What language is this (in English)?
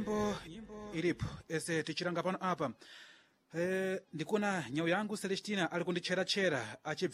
Sena